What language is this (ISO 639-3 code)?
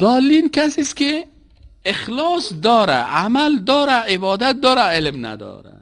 fas